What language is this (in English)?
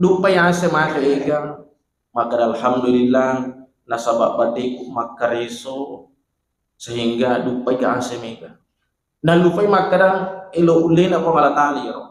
Buginese